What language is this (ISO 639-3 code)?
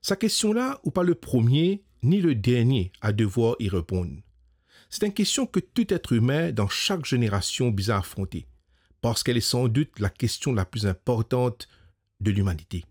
mfe